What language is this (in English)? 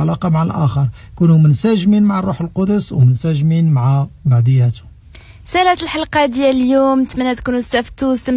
Moroccan Arabic